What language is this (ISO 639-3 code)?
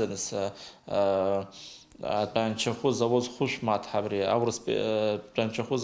abk